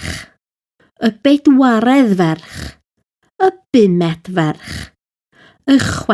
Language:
Welsh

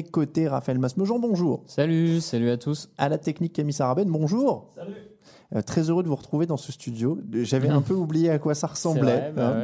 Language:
French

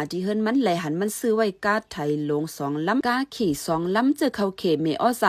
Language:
Shan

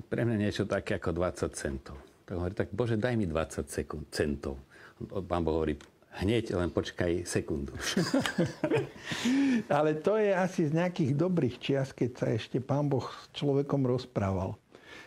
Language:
Slovak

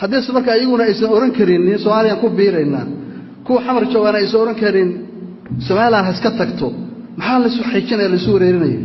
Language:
Somali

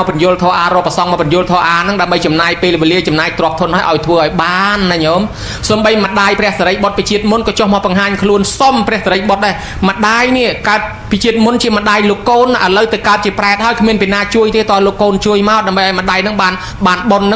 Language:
Khmer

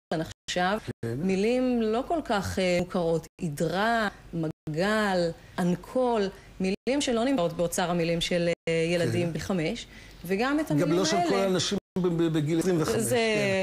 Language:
Hebrew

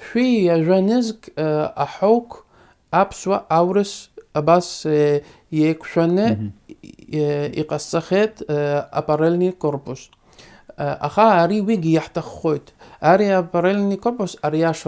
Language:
Abkhazian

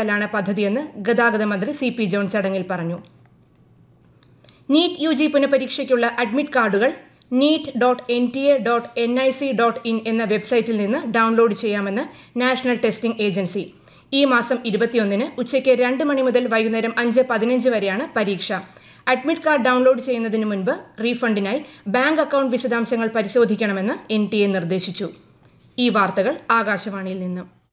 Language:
Malayalam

